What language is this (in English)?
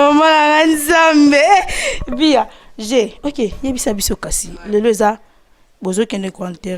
Lingala